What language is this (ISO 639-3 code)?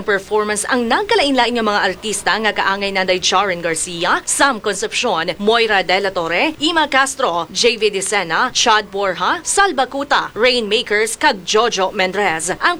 hil